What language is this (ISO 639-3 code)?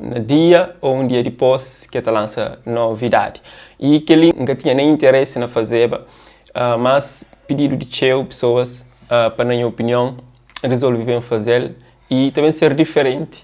kea